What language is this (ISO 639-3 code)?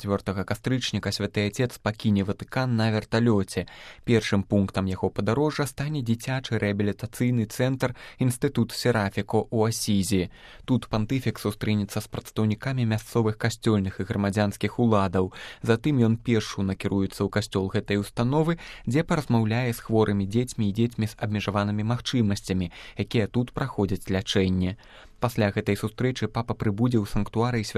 bel